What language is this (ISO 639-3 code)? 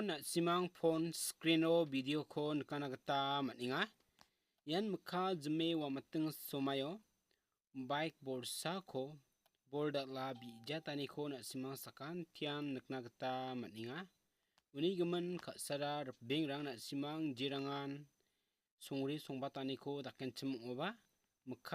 grt